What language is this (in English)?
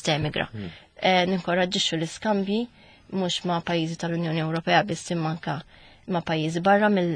Maltese